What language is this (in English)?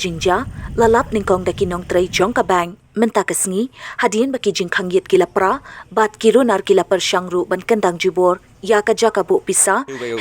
Khasi